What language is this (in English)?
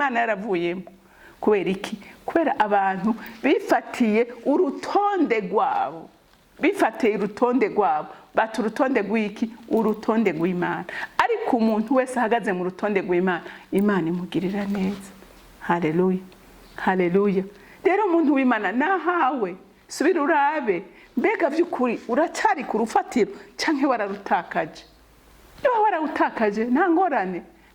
Rundi